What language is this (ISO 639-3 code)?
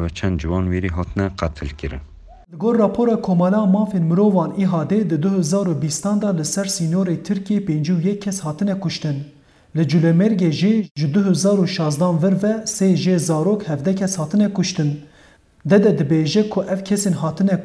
kur